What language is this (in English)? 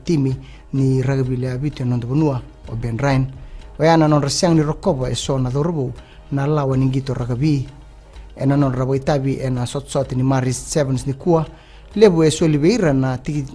Fijian